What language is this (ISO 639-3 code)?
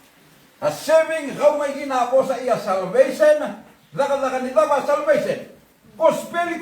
fij